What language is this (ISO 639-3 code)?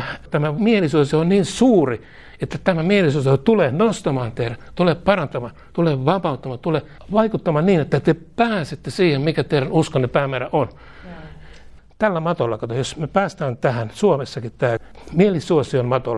fin